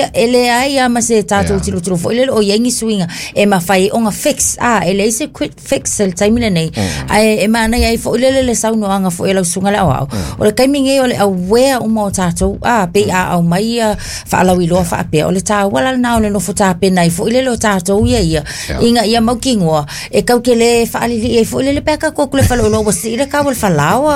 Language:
Samoan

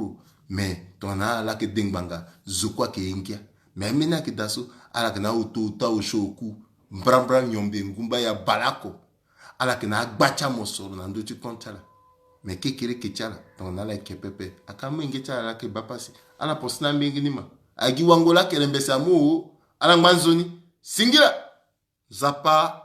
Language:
Sango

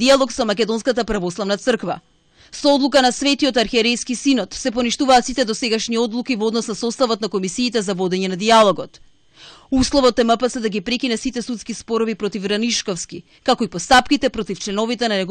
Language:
Macedonian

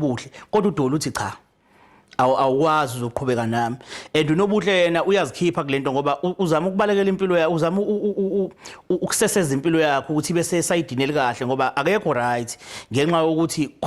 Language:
Zulu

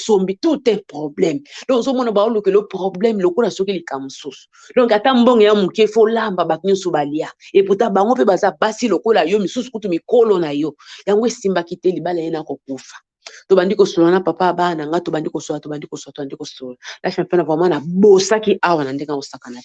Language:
Lingala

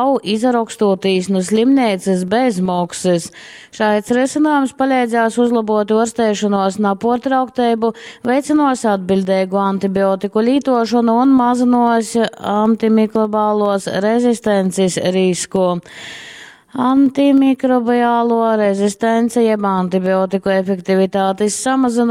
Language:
Latgalian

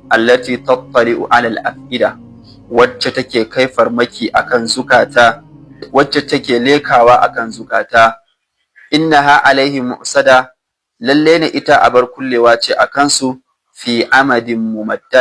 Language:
Hausa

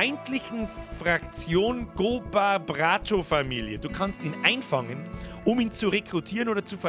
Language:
Bavarian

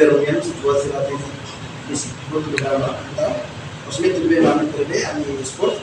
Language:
Tetum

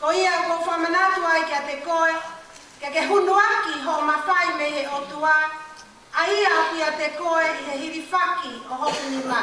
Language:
Tongan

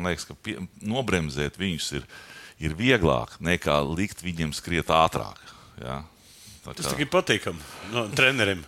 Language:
Latvian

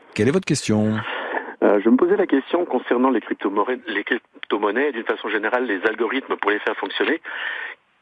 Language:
French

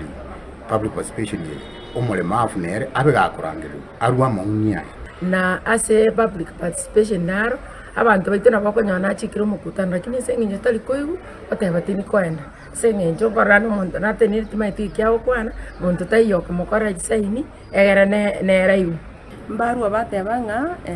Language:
Gusii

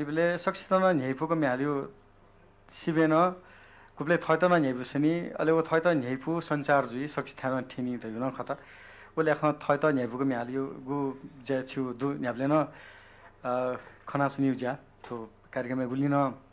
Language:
Newari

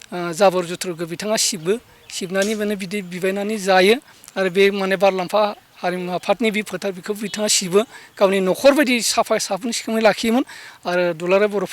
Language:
Bodo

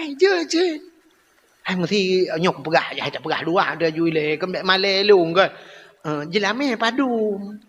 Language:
Achinese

